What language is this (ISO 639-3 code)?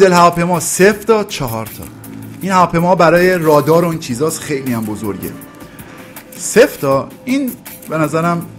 fas